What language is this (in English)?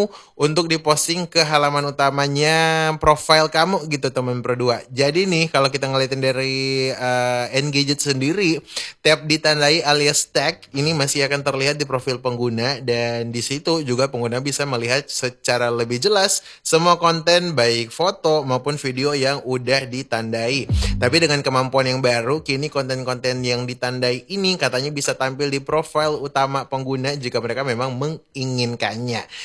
Indonesian